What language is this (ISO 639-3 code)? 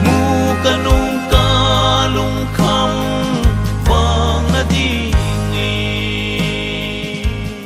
hmr